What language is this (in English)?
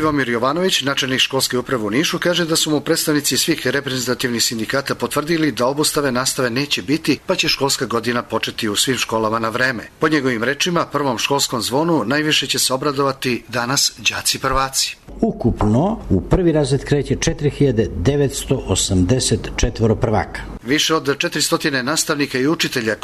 Serbian